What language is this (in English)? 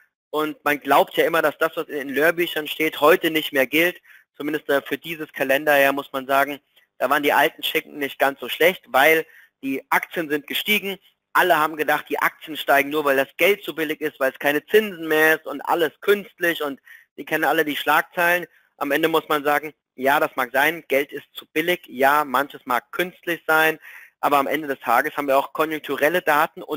German